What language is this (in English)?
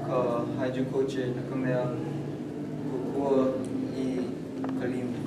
Hawaiian